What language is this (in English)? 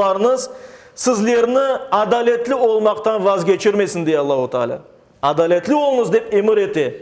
Crimean Tatar